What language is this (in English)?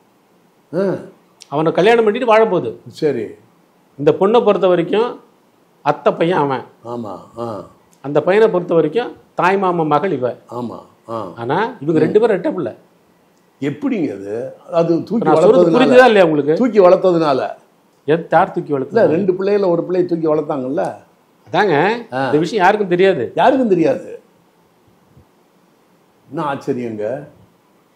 Tamil